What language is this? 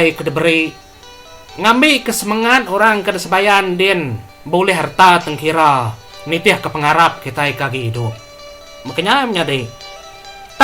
Iban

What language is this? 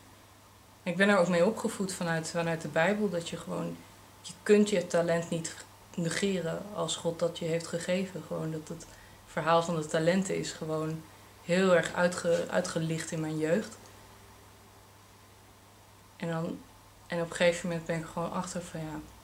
Dutch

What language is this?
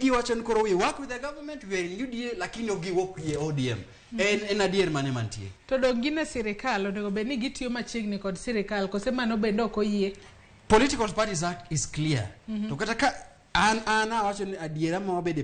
Luo (Kenya and Tanzania)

